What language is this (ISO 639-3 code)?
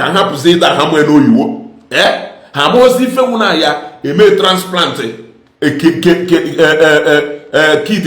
ibo